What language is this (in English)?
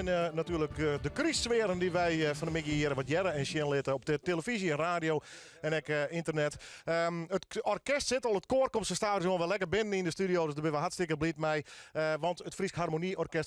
Western Frisian